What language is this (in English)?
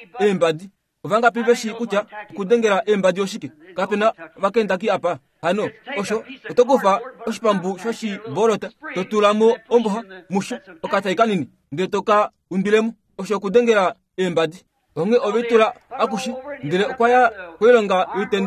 Kuanyama